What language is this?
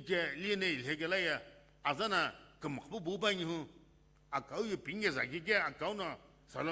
Sumi Naga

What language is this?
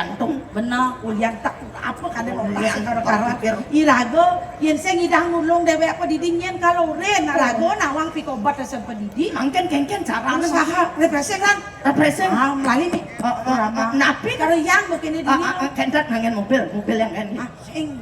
Balinese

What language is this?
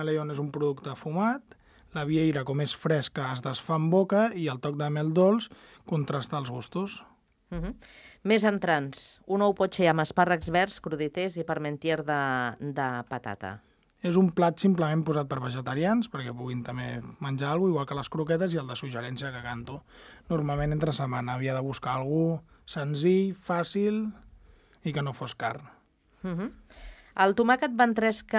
Catalan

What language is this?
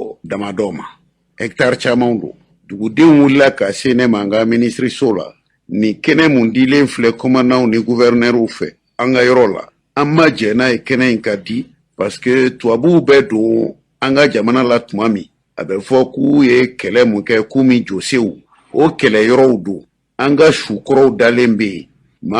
Bambara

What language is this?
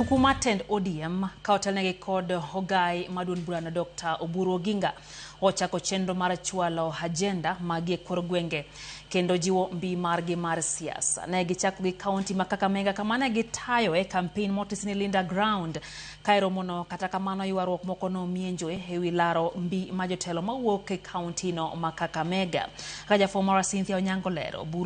Luo (Kenya and Tanzania)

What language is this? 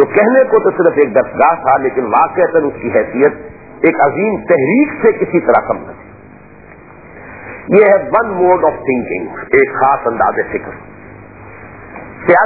Urdu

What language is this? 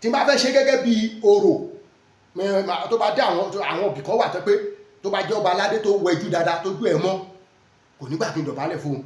Yoruba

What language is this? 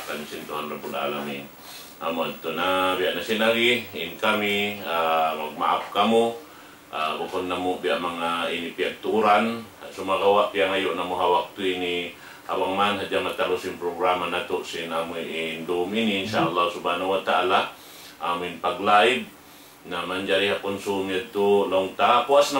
Tausug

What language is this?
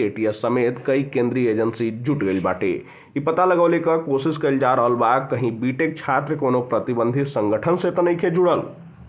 Bhojpuri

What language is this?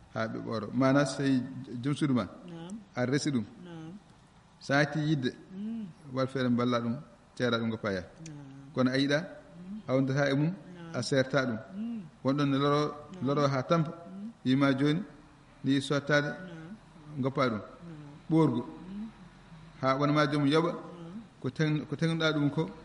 Fula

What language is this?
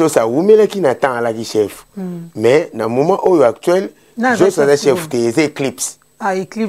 Lingala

